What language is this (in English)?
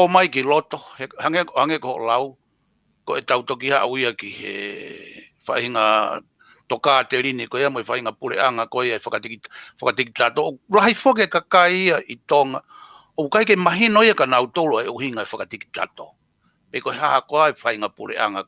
Tongan